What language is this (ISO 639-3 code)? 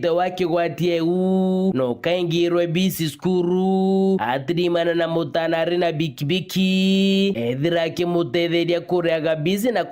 mer